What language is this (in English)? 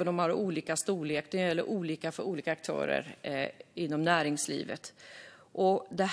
Swedish